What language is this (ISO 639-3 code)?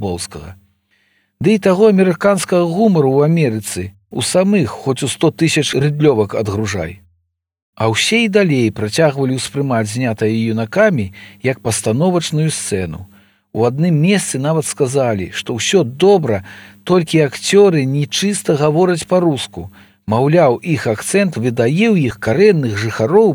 bel